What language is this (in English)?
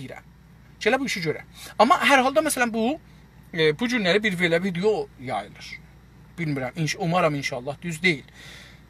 South Azerbaijani